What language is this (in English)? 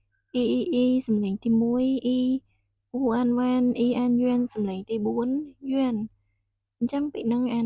Khmer